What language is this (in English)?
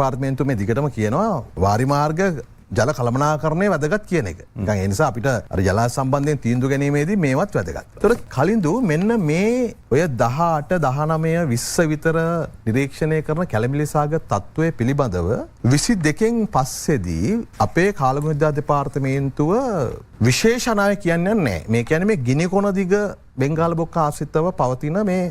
Sinhala